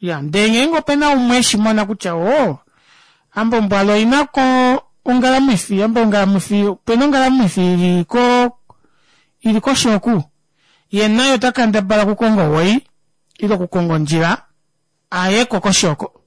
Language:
Kuanyama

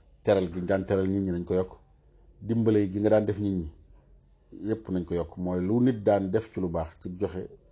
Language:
Wolof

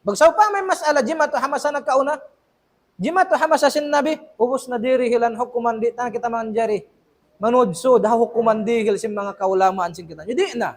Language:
Tausug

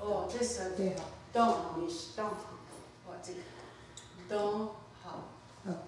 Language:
Mohawk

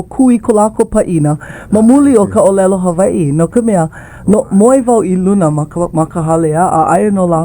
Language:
Hawaiian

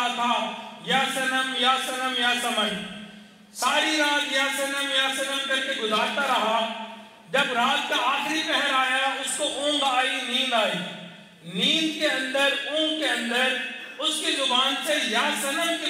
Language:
Urdu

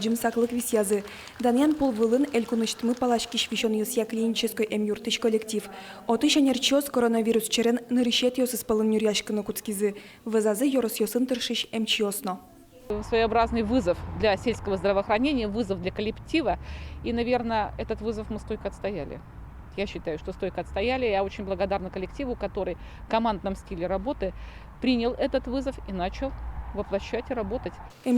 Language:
Udmurt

